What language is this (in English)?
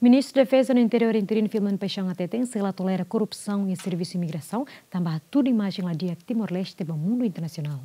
Tetum